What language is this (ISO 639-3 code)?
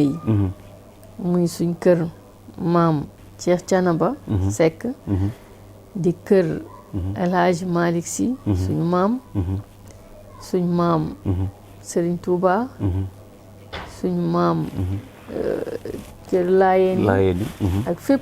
wol